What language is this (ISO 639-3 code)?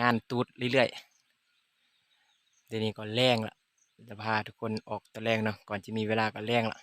lao